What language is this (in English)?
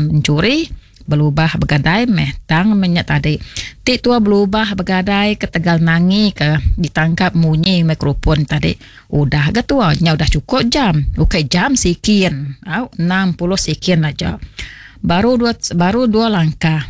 Malay